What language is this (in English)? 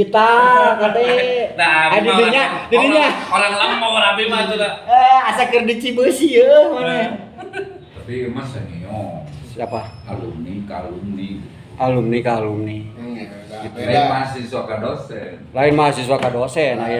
Sundanese